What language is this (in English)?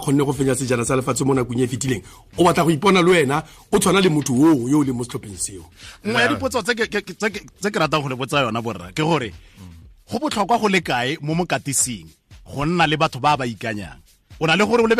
Tswana